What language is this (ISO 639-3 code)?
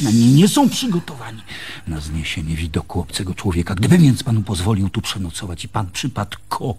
pol